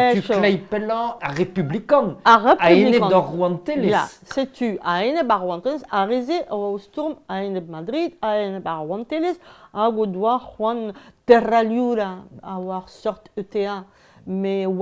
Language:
Breton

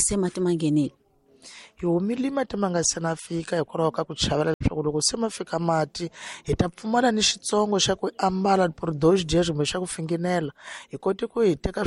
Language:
Tsonga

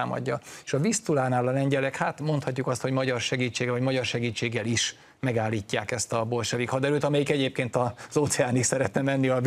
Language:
Hungarian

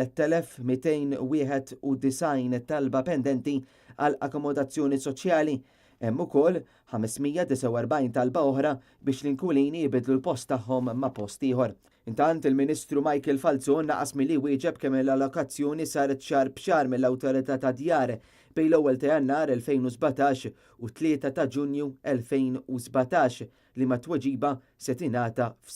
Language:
Maltese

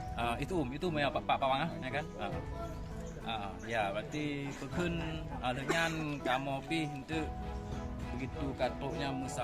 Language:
Achinese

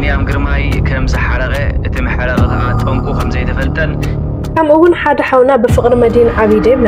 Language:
Tigrinya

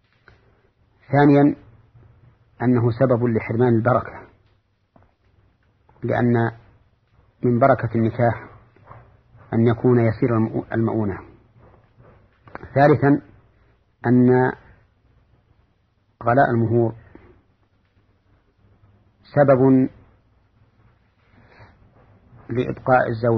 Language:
Arabic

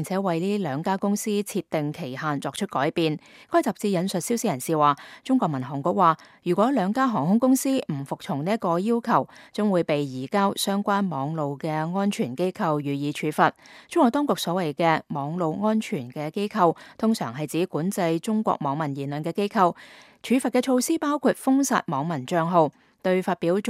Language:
Cantonese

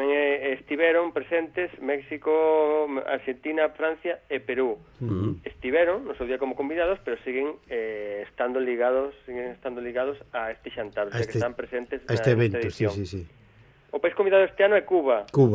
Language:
Galician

